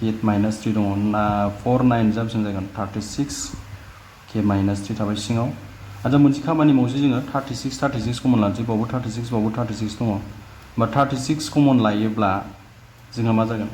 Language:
Bodo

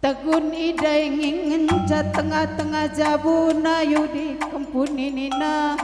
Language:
Batak Karo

